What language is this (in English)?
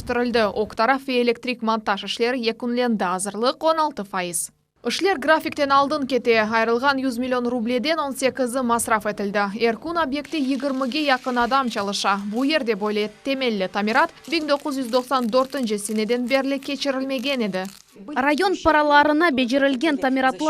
Crimean Tatar